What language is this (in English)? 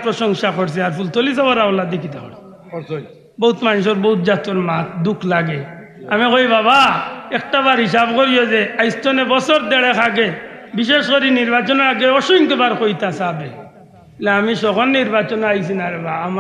Sylheti